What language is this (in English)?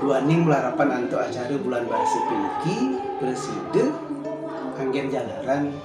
Balinese